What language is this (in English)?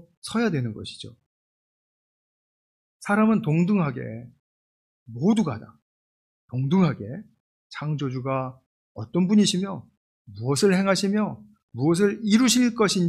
Korean